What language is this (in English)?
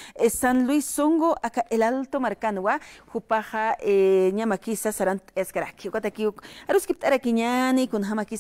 Aymara